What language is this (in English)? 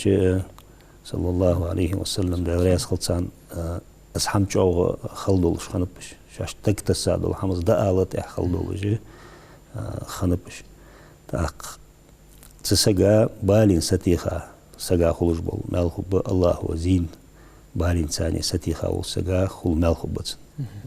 Ingush